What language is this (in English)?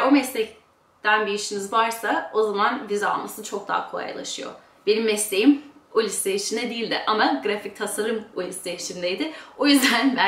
Turkish